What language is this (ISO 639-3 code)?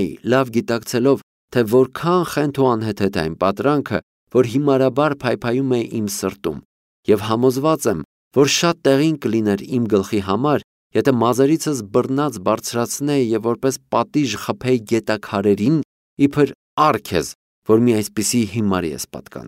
hye